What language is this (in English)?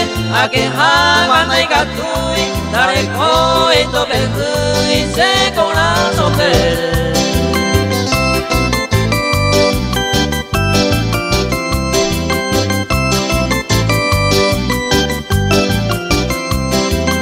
Spanish